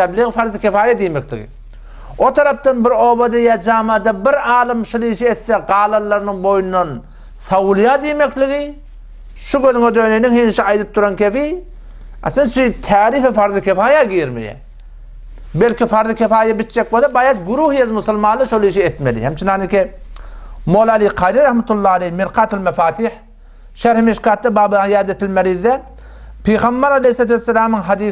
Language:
Turkmen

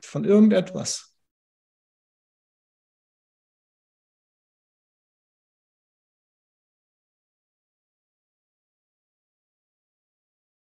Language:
German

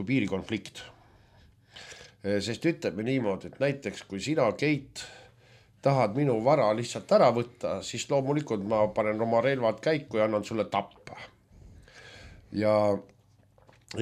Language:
Estonian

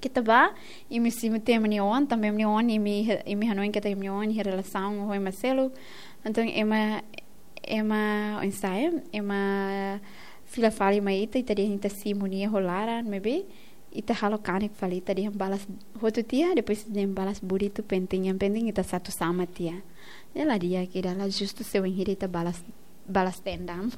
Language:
Tetum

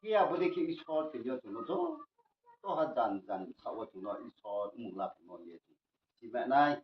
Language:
Riang (India)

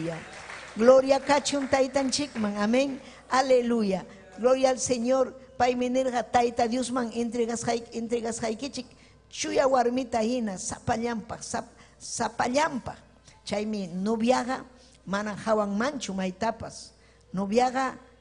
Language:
Ayacucho Quechua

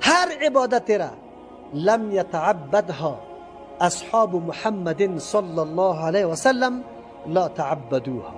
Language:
Persian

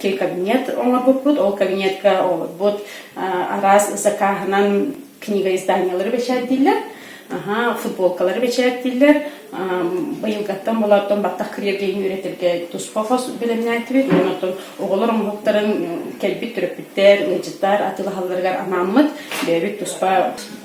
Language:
Yakut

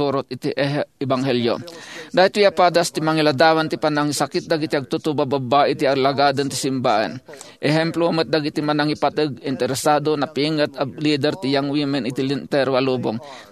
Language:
Iloko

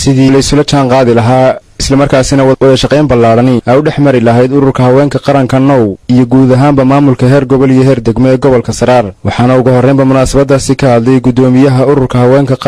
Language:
Somali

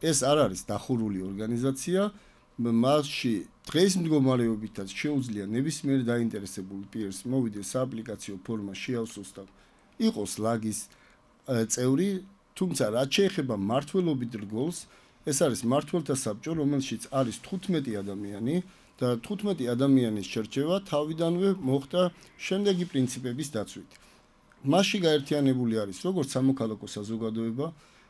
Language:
Georgian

